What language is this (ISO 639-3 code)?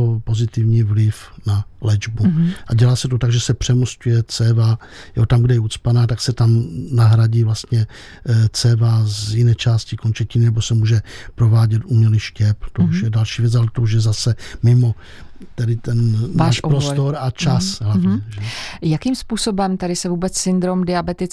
ces